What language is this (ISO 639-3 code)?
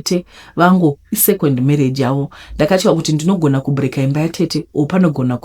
sna